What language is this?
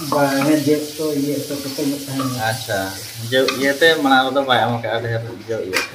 Santali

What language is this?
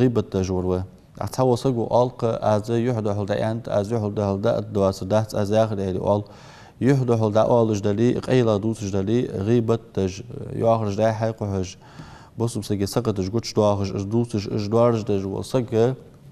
Ingush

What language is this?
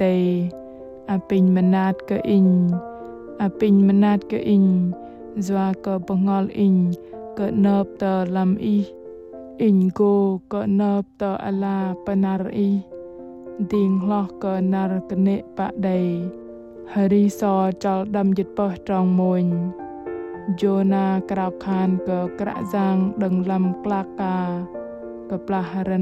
Bahnar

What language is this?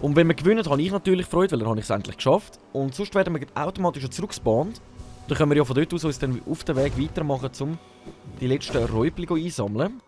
Swiss German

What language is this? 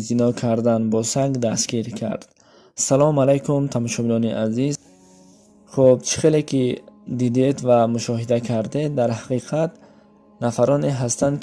Tajik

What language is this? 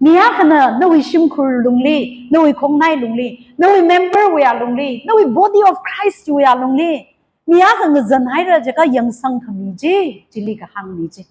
Tangkhul Naga (India)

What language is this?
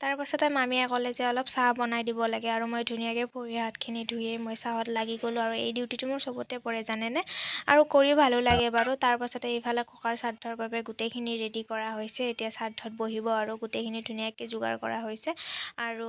Assamese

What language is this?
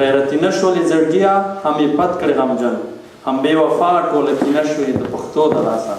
Pashto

